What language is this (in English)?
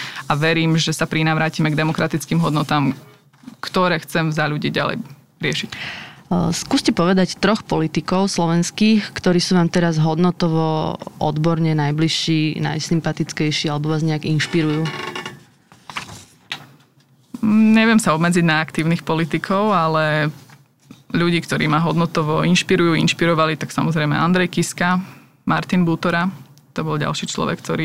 Slovak